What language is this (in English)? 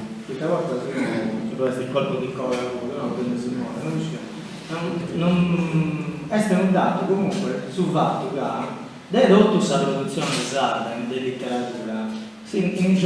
Sardinian